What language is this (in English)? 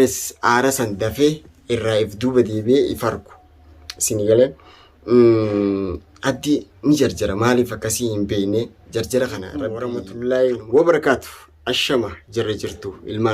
Oromo